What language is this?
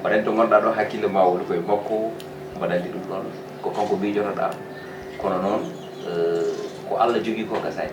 Fula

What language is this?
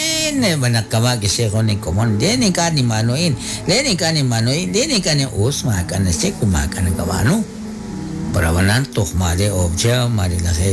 Kekchí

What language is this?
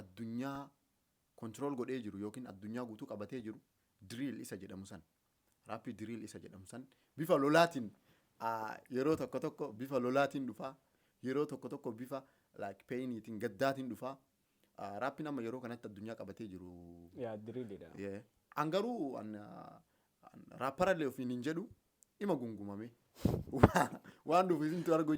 Oromo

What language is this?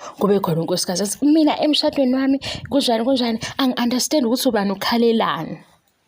Zulu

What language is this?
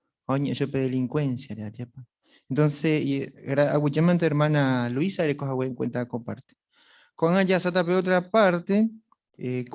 Guarani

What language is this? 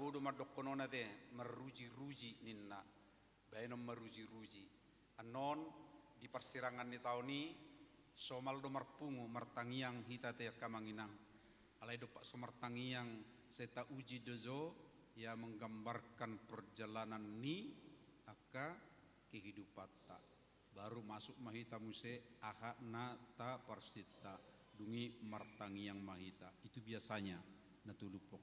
Batak Toba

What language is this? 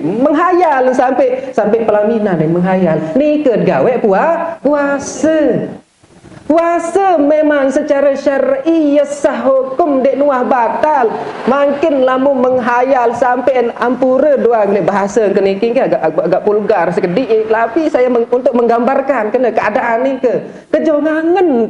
Sasak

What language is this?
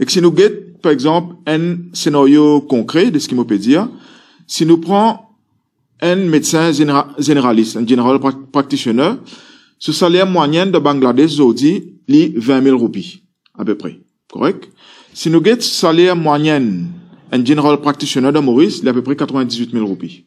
Morisyen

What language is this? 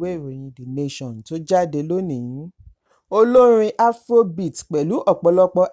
Yoruba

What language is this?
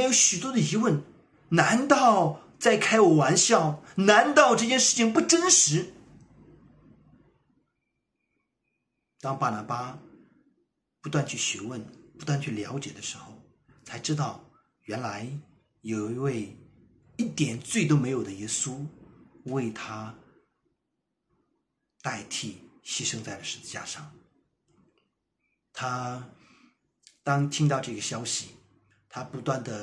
Chinese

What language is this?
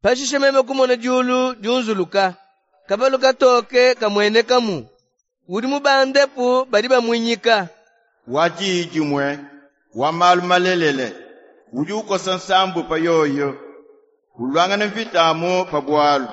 Luba-Lulua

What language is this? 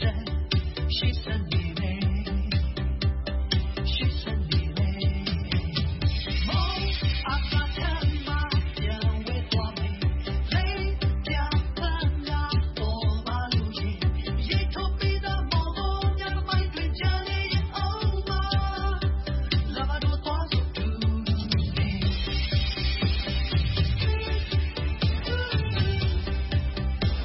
Burmese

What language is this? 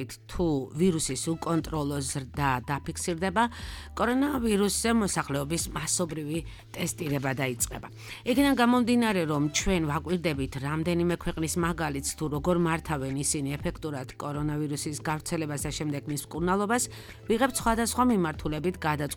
Georgian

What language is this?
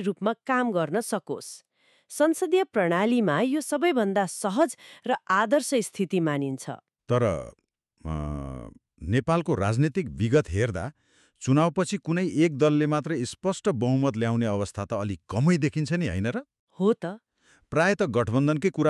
Nepali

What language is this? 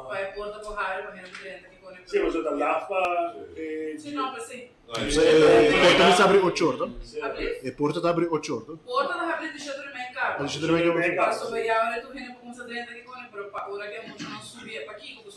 Papiamento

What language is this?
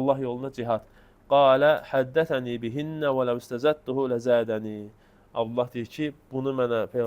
Azerbaijani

